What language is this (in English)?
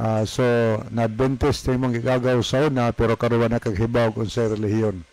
Cebuano